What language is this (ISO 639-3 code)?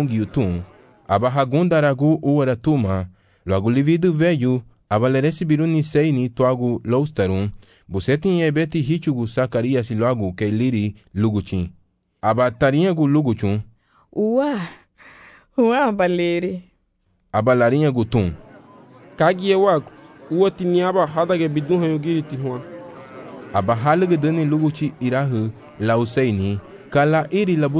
cab